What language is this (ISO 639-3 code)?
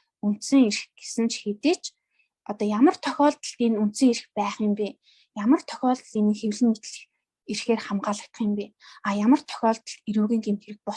mon